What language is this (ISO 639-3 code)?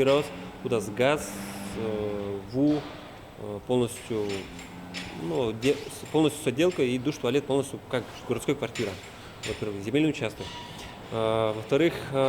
udm